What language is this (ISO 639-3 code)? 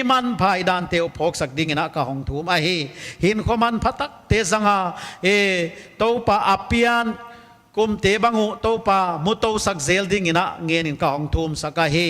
pck